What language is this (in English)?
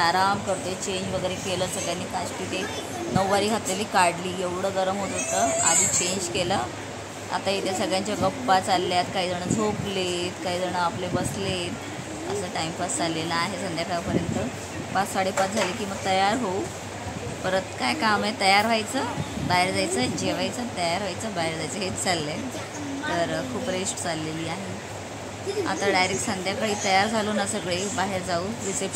Marathi